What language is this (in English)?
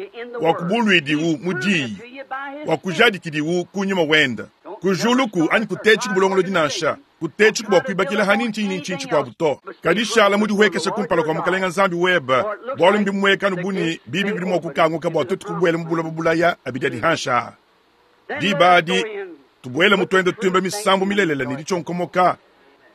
Luba-Lulua